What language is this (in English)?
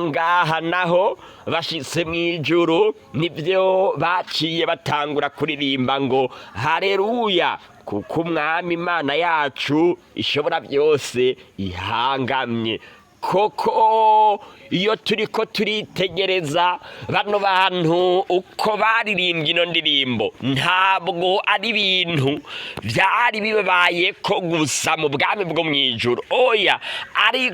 Rundi